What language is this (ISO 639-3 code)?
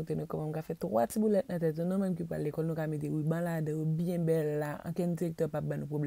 hat